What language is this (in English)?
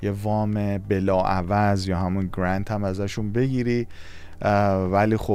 Persian